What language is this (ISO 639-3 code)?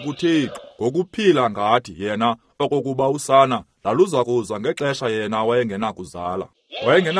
xho